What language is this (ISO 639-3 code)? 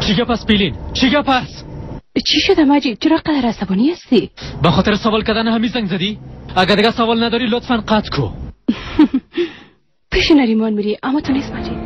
fas